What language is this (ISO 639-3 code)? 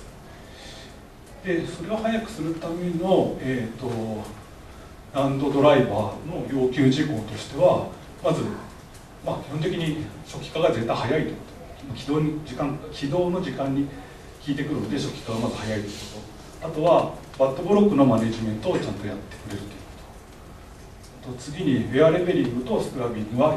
jpn